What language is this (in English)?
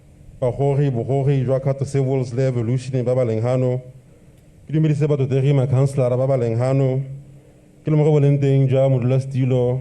Tswana